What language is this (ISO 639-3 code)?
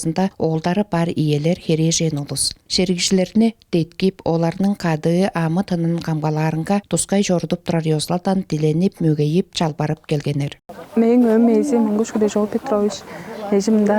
tyv